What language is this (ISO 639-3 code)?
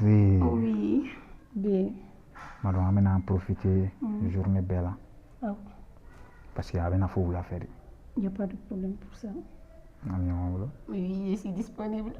bam